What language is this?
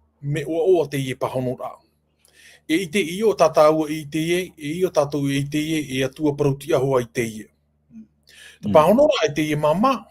Tahitian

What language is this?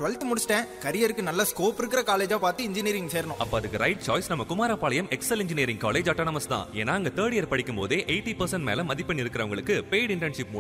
Tamil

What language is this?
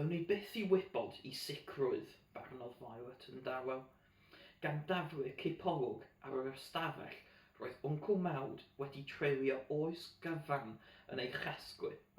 Welsh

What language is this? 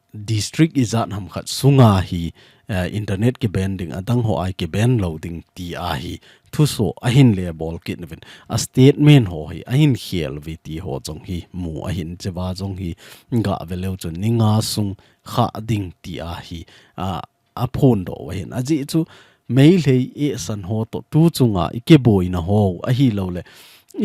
Thado Chin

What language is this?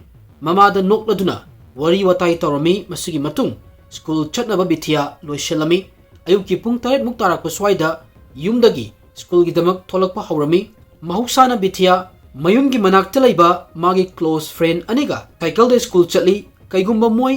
Manipuri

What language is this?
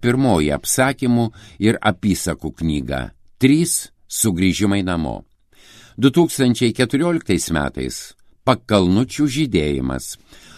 Lithuanian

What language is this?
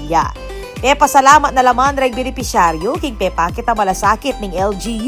Pampanga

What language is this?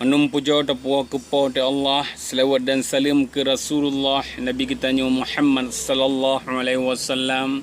Achinese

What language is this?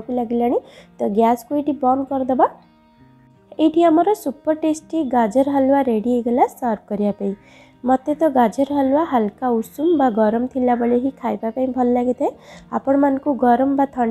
Odia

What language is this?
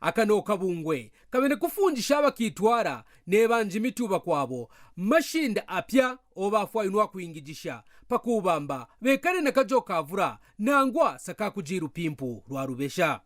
Kaonde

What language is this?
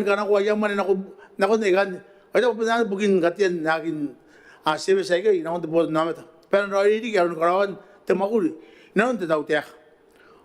Gilbertese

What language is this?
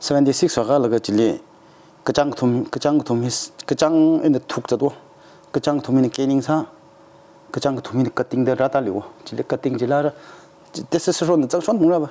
Tangkhul Naga (India)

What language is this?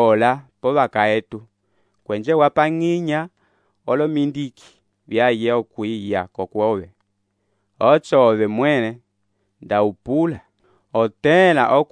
Umbundu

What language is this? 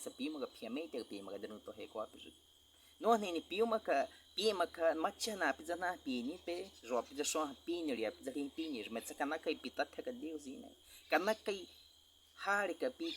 Baniwa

